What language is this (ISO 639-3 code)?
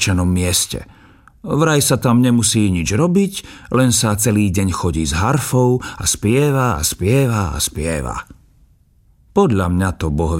slk